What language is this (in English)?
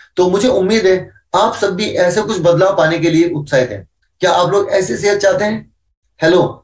Hindi